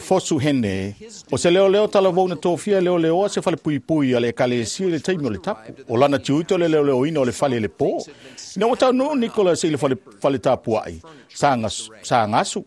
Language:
Samoan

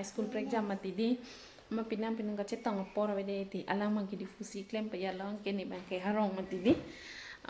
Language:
Karbi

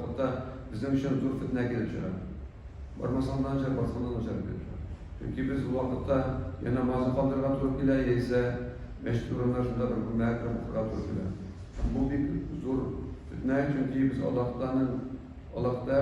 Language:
Tatar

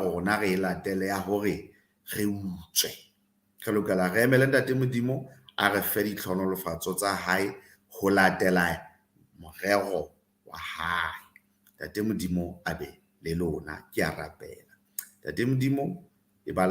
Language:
Southern Sotho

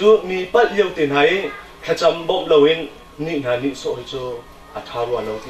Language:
Hakha Chin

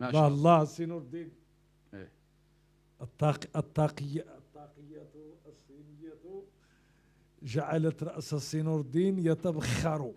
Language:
Moroccan Arabic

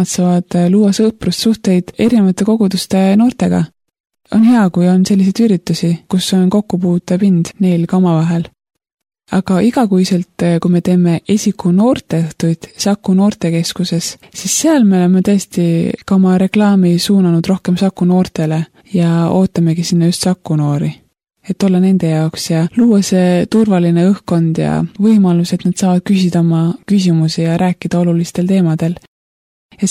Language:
Estonian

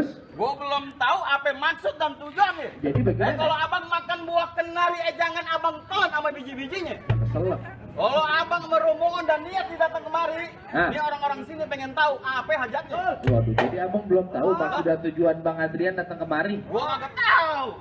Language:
Betawi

